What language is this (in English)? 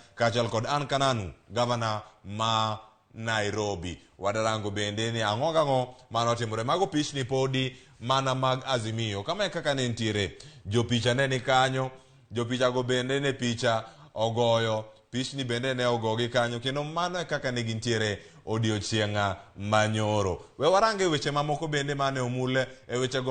Luo (Kenya and Tanzania)